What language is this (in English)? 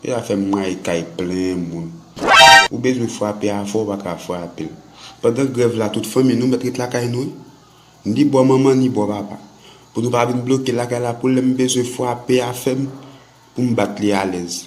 Haitian Creole